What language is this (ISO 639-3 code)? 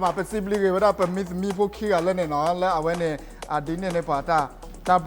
ksw